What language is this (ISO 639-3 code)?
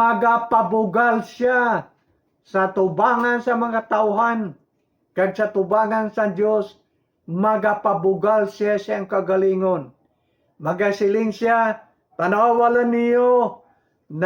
hil